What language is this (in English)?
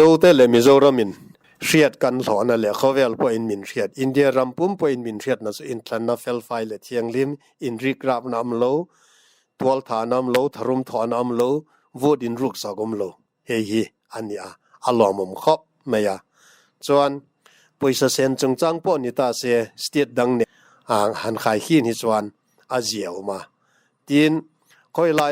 Mizo